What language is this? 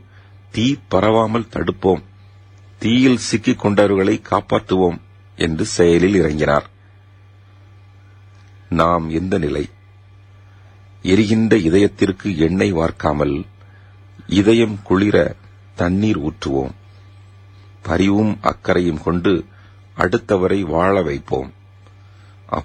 Tamil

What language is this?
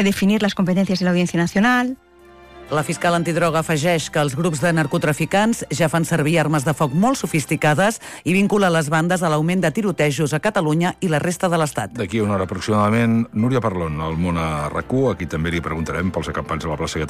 Catalan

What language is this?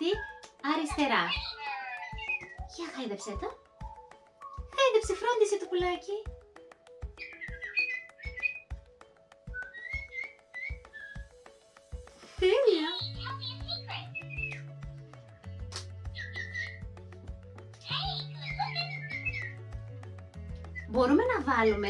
Greek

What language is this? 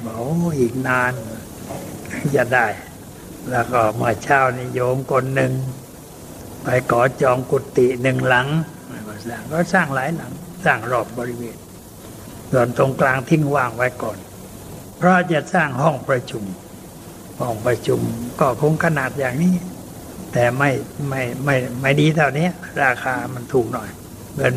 Thai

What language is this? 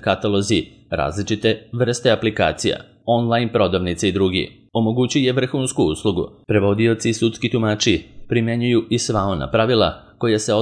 Serbian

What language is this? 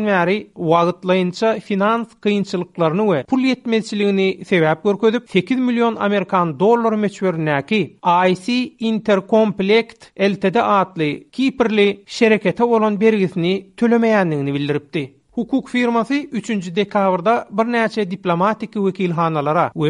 Turkmen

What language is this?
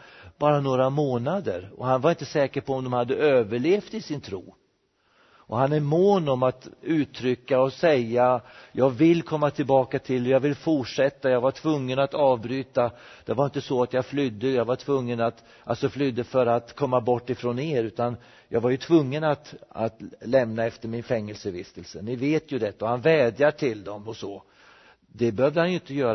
Swedish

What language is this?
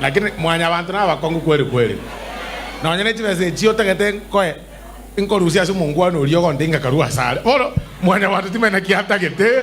Gusii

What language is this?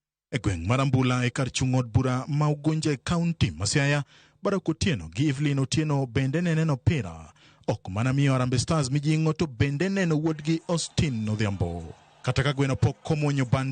Luo (Kenya and Tanzania)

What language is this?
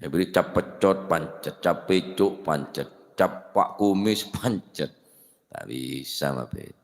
Madurese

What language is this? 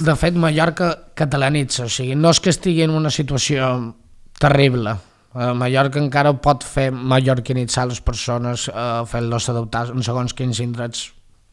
Catalan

